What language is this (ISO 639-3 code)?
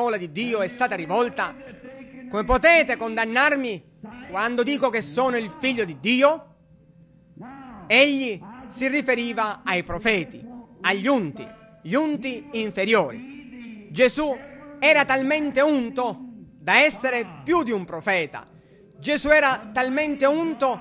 ita